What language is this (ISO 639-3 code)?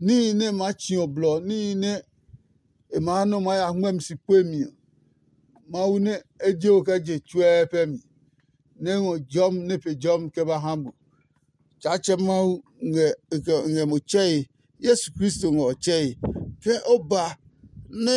ada